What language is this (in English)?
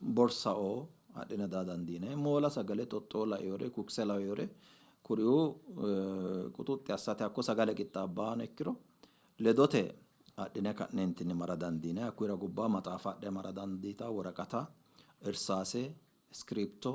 Sidamo